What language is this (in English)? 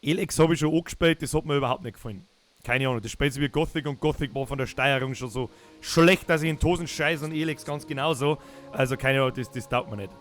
Bavarian